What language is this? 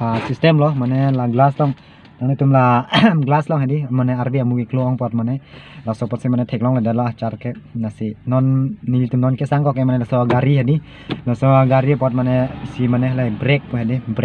Karbi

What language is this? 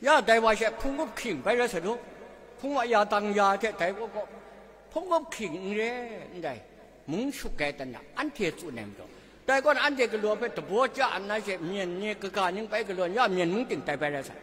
Kachin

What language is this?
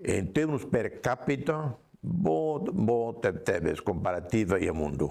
Tetum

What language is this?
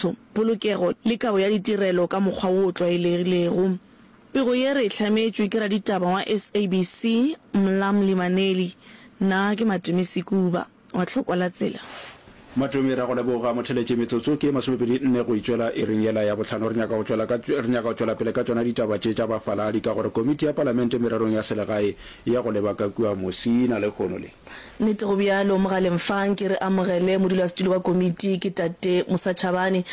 Northern Sotho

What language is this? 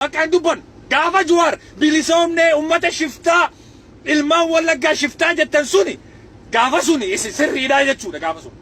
Oromo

